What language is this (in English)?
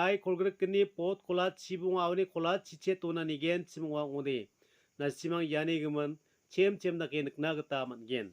Garo